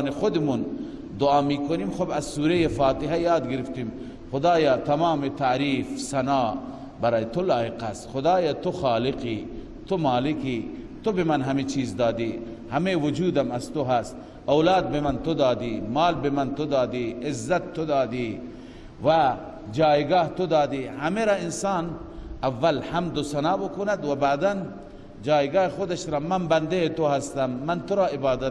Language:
Persian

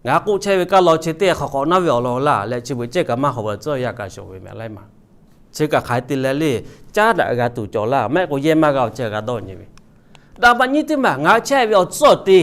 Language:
Lahu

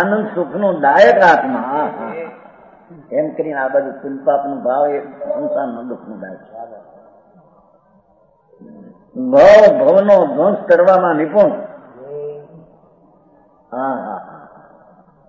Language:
Gujarati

